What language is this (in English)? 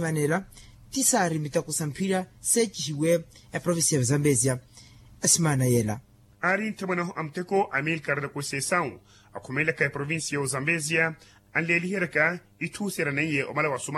Makhuwa